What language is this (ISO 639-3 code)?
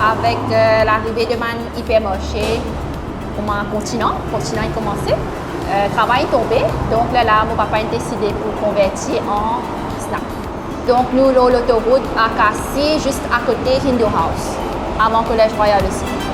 mfe